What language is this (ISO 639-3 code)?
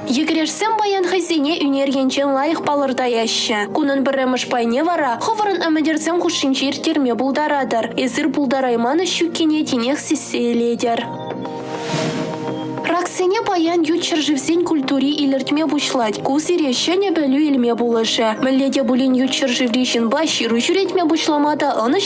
chv